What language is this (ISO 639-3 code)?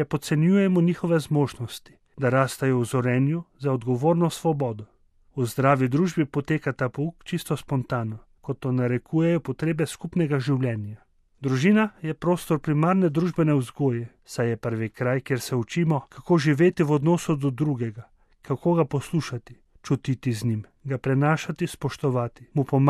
slv